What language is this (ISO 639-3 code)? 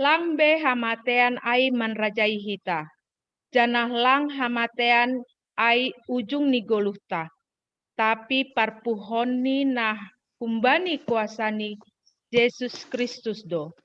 bts